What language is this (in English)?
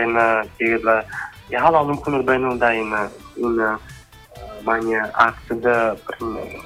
Buriat